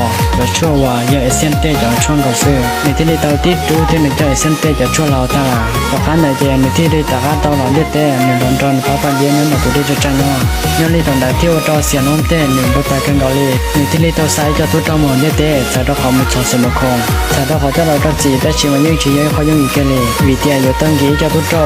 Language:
Hmong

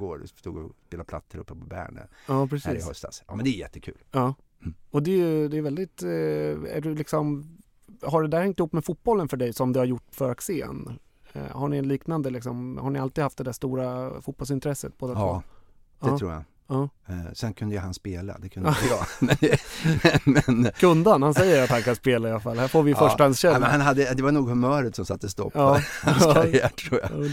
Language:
Swedish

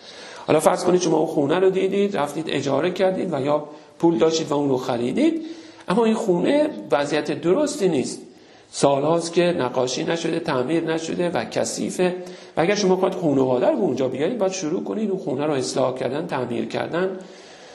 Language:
Persian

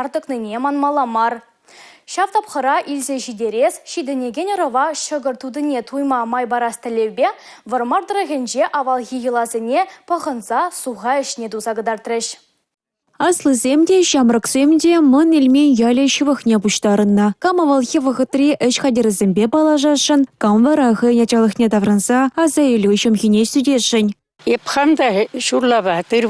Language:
Chuvash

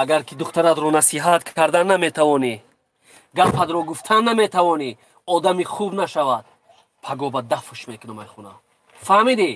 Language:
Tajik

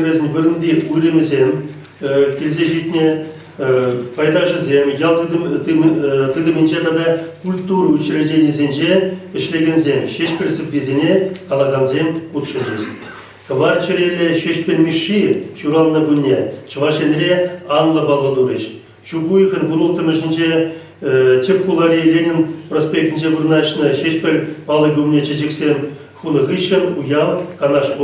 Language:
Chuvash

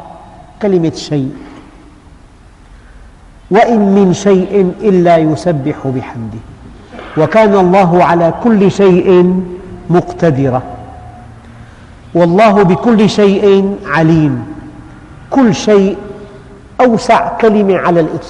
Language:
Arabic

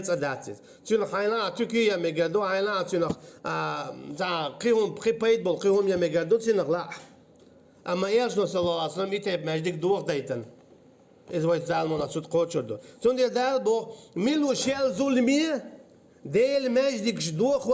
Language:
Chechen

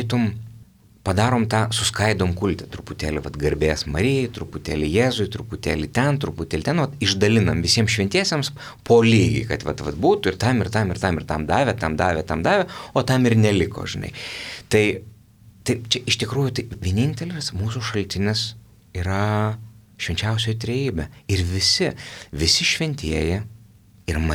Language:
Lithuanian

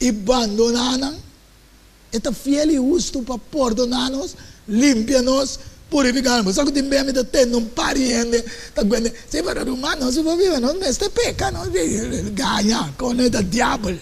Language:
Papiamento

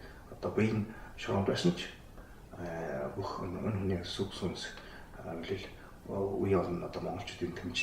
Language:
Mongolian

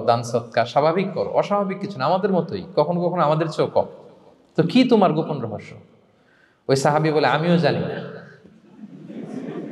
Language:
Bangla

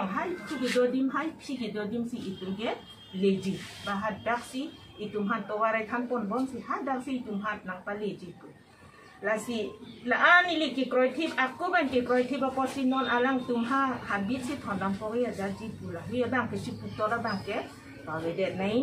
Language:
Karbi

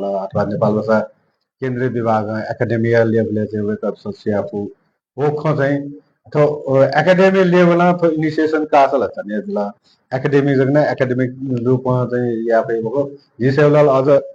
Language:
Newari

